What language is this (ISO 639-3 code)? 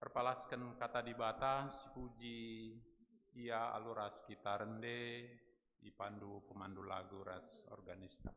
btx